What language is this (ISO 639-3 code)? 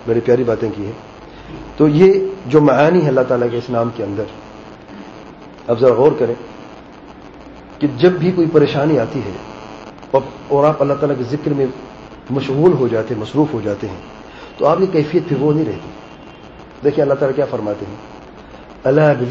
urd